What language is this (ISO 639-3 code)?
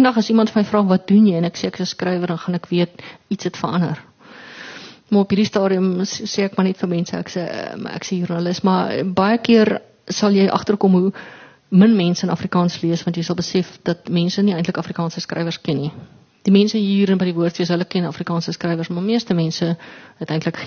afr